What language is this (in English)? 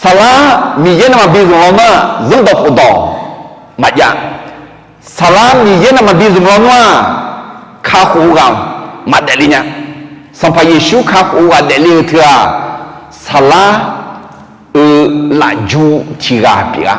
Akha